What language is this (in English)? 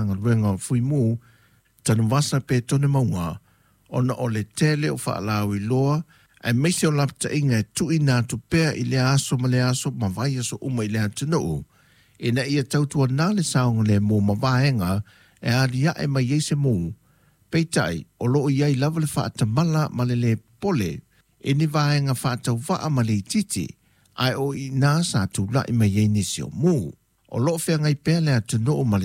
Samoan